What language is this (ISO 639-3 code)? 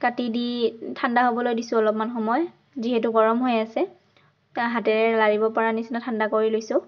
asm